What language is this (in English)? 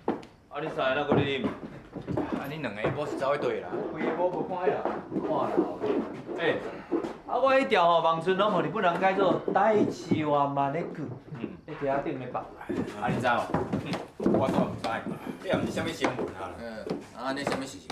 Min Nan Chinese